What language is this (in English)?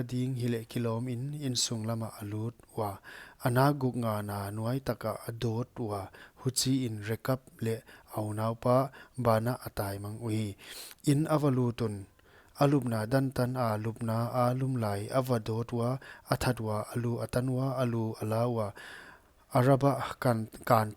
Paite Chin